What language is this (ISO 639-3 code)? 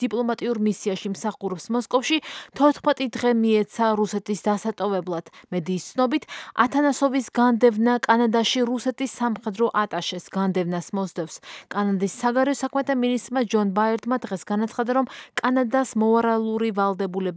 kat